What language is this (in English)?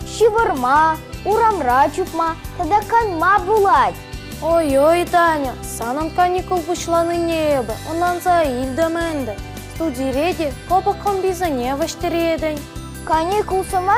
Chuvash